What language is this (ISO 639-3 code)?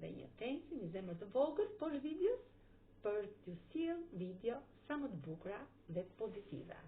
sqi